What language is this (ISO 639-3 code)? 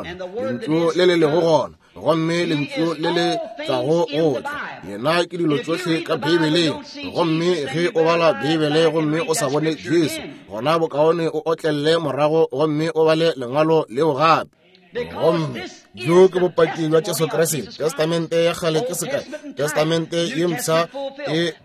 nso